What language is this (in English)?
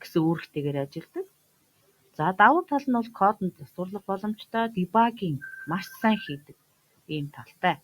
Mongolian